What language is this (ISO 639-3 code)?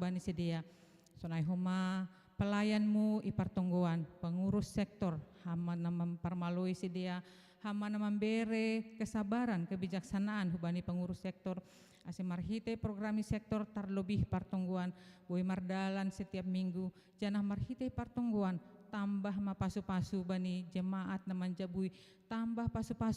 bts